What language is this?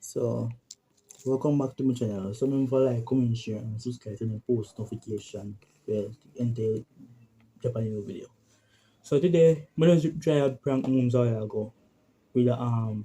Jamaican Creole English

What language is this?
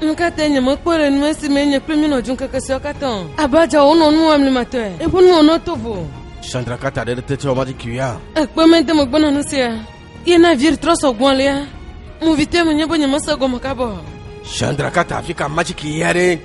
Ewe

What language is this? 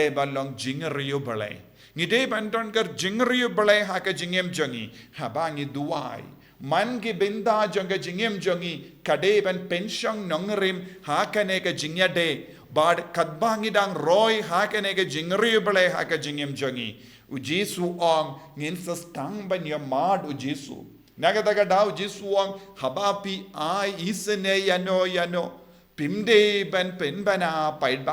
Khasi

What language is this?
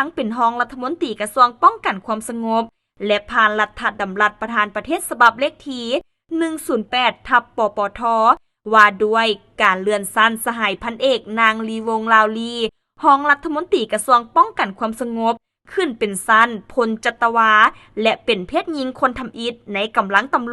Lao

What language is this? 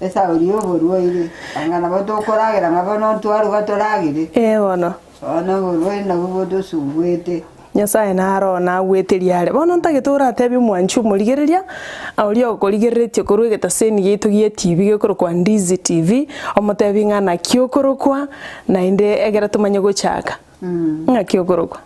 Gusii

